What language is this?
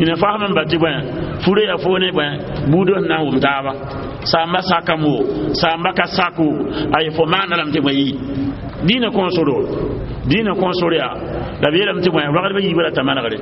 Mossi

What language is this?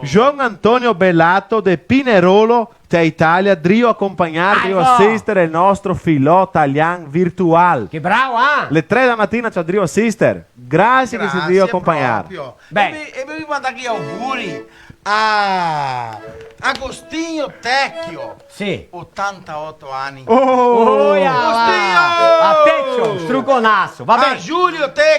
Venetian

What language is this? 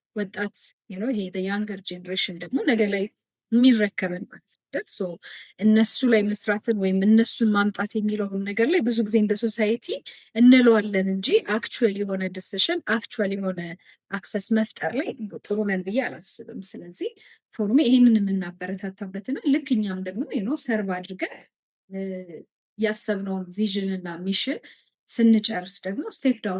Amharic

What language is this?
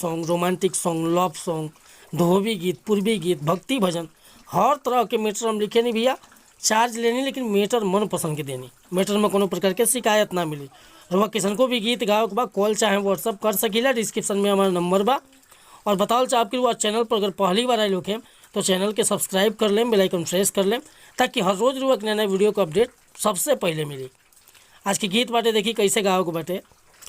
Bhojpuri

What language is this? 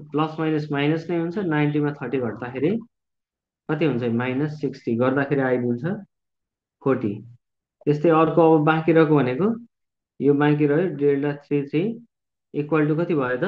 Nepali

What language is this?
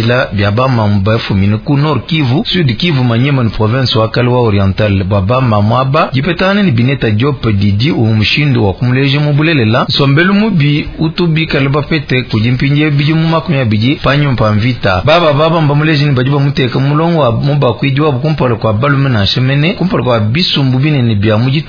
Luba-Lulua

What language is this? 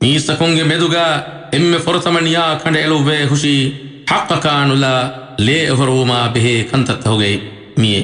Divehi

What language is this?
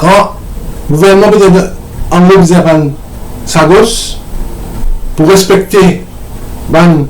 Morisyen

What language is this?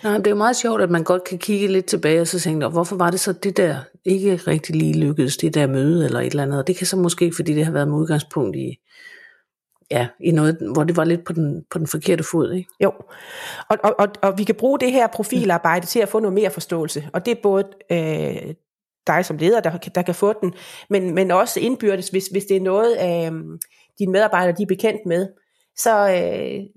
Danish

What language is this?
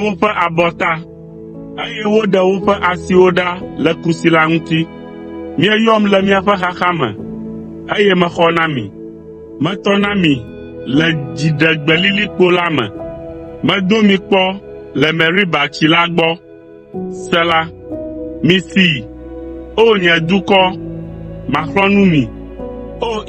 Ewe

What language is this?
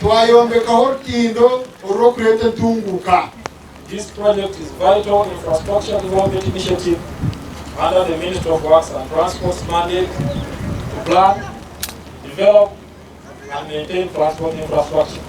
Nyankole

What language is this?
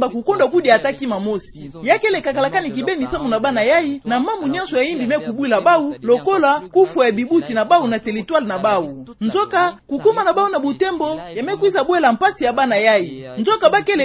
Kituba (Democratic Republic of Congo)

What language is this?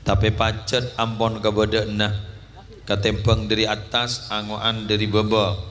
Madurese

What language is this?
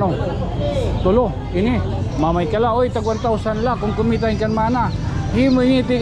Waray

